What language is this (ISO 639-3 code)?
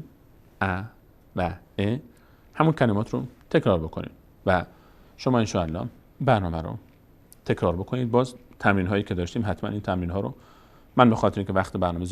fas